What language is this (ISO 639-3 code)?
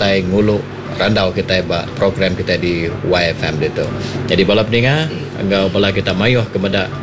iba